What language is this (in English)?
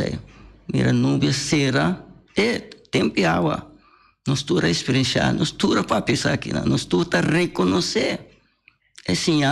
Papiamento